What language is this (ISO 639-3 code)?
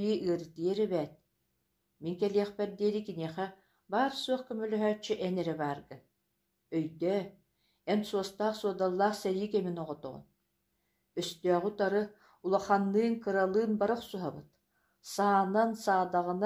sah